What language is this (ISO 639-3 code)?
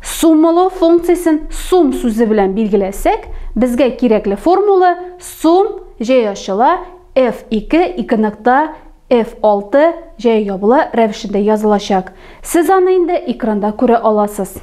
tat